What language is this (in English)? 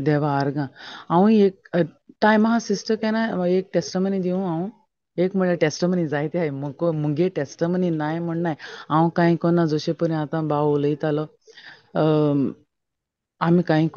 Konkani